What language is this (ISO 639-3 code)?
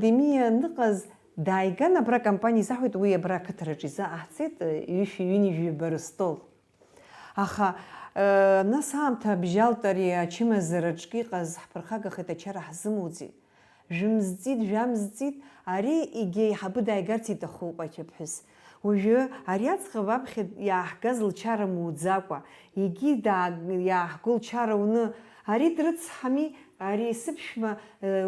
abk